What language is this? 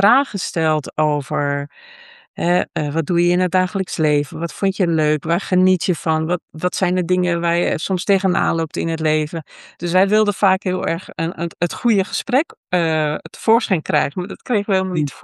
Dutch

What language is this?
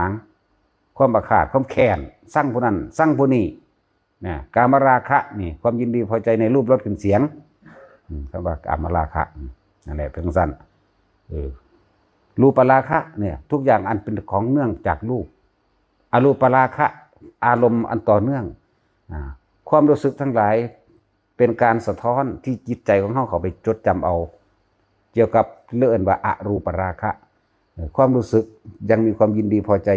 Northeastern Thai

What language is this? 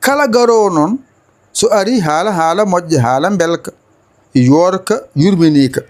Fula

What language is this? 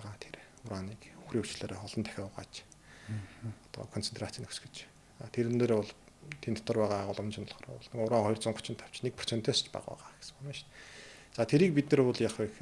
Mongolian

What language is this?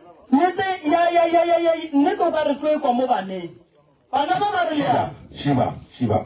Northern Sotho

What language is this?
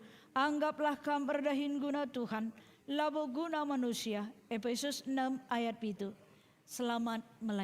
Batak Karo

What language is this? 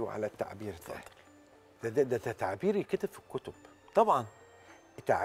Egyptian Arabic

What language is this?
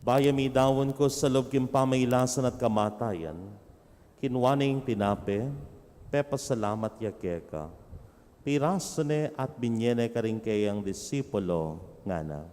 Pampanga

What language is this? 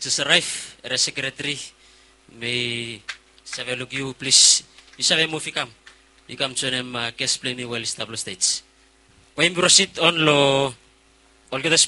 Bislama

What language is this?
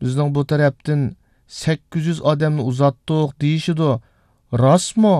Uyghur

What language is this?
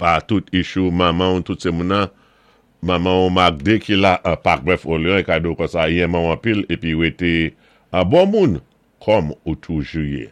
Saint Lucian Creole French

